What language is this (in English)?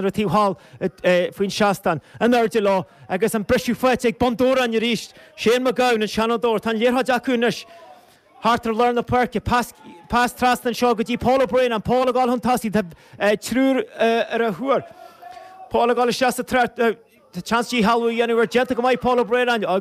Irish